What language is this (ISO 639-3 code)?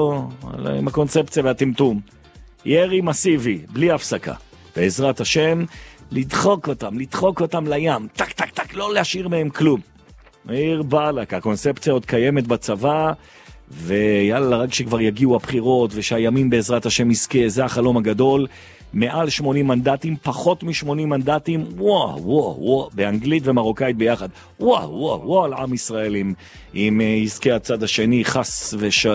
heb